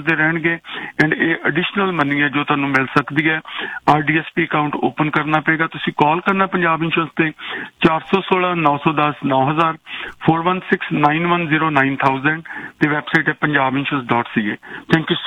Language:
Punjabi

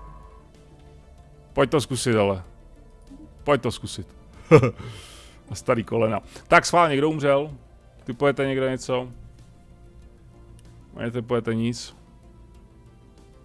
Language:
Czech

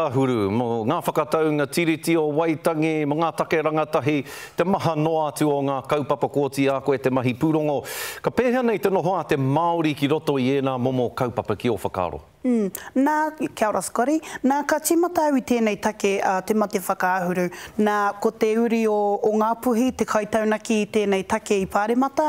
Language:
Māori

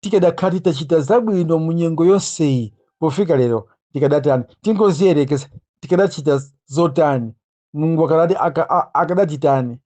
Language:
Nyanja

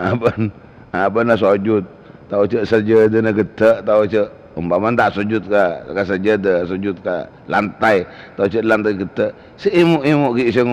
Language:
Madurese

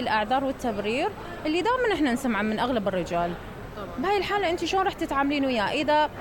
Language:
Mesopotamian Arabic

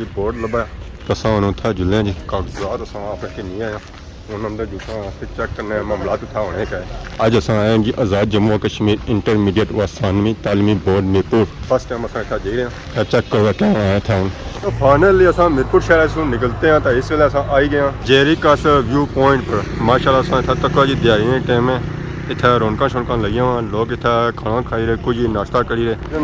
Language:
Pahari-Potwari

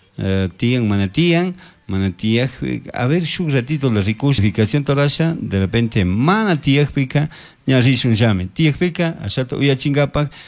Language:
Chimborazo Highland Quichua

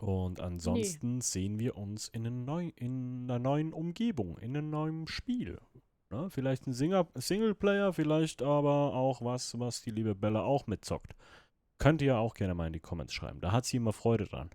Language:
Swiss German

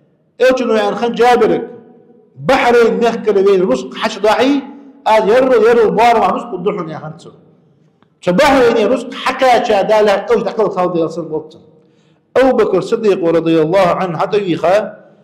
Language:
Ingush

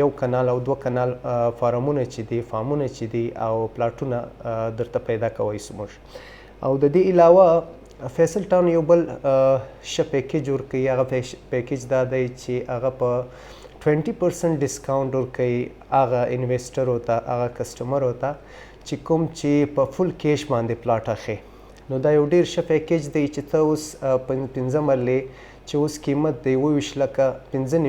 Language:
Pashto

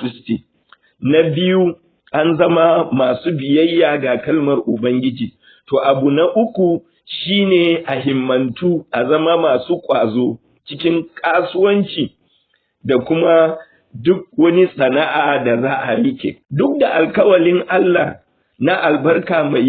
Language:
Hausa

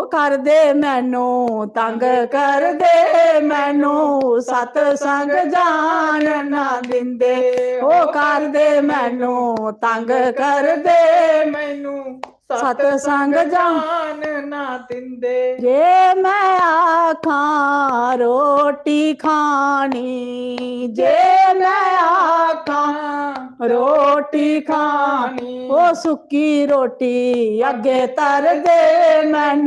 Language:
Dogri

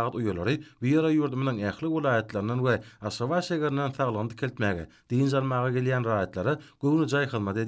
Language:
Turkmen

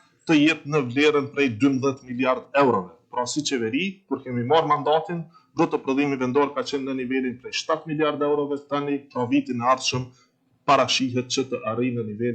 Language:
Albanian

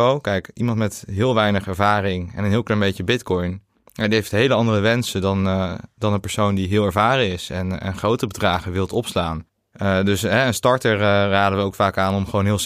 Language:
Dutch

